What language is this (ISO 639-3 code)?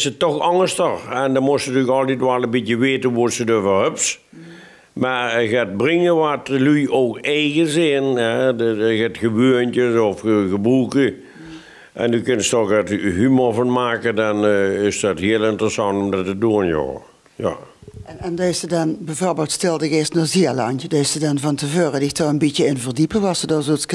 lim